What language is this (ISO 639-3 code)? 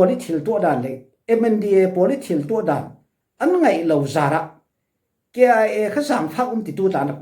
cfm